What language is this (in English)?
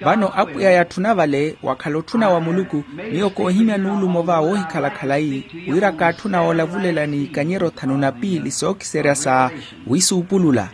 Makhuwa